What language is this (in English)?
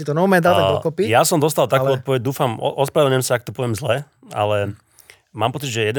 Slovak